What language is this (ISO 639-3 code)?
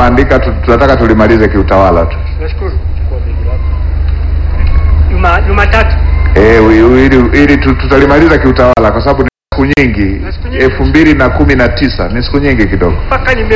swa